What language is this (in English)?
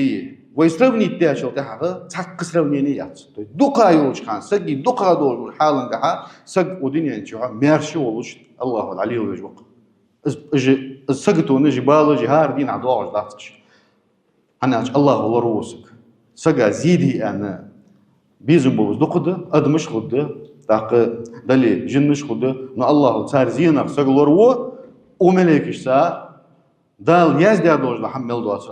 Ingush